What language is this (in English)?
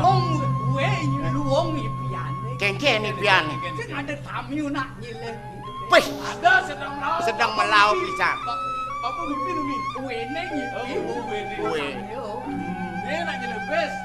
Balinese